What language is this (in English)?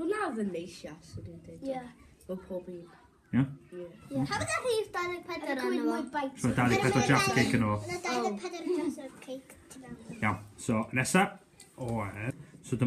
Welsh